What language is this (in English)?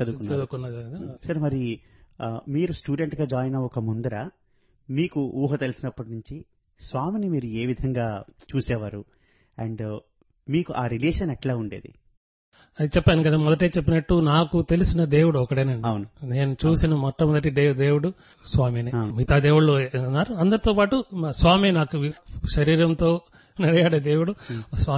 Telugu